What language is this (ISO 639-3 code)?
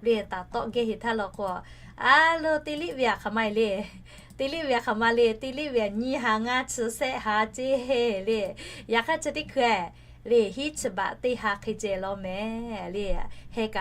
lhu